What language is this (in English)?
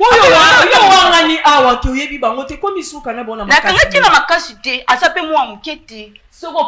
Lingala